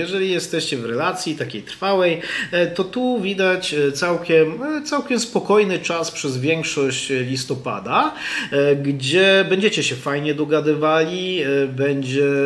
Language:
Polish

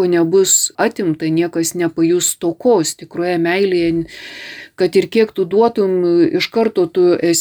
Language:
Lithuanian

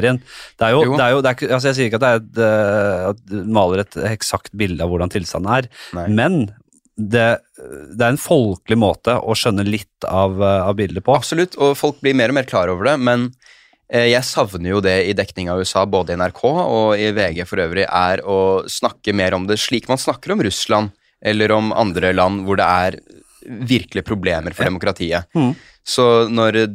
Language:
Norwegian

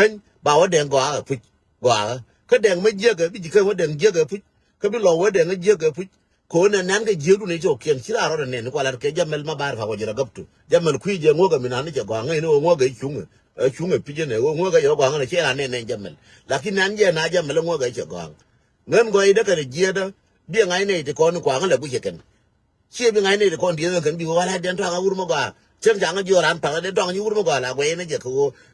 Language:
Nuer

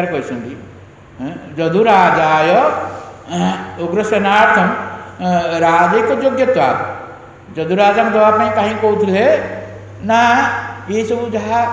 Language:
Odia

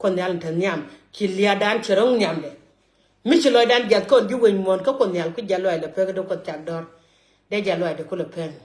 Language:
Nuer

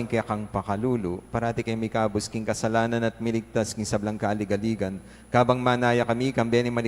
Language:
Pampanga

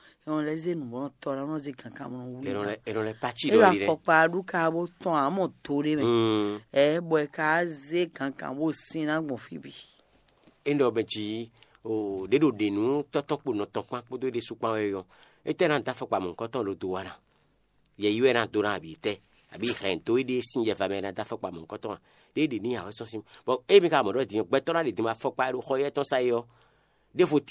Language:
Fon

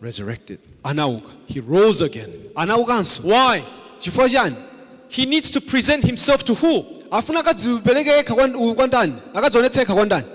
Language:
Nyanja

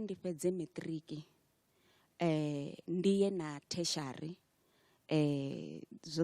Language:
Venda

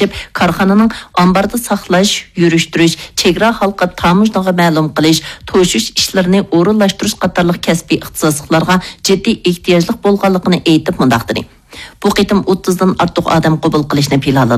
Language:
Uyghur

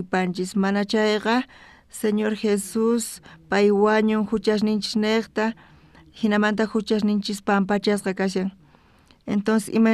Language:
South Bolivian Quechua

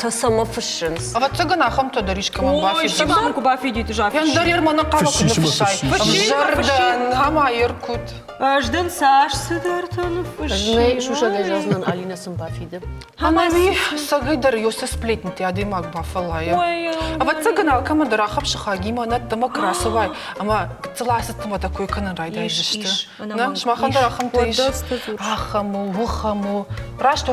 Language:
Ossetic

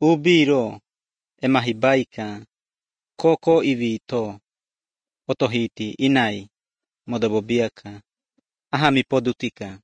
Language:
Lithuanian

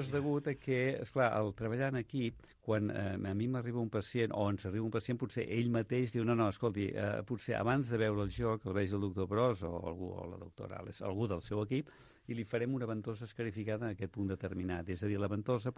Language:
Catalan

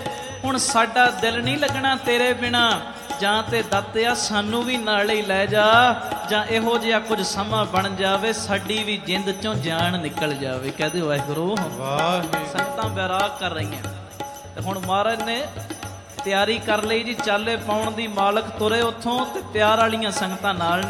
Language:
Punjabi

